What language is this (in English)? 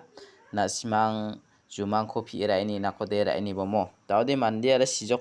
Garo